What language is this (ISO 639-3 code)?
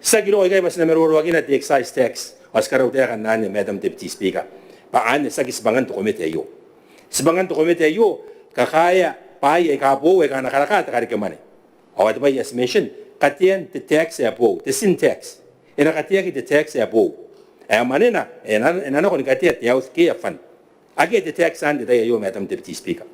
gil